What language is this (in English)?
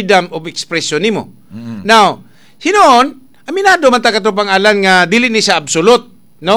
Cebuano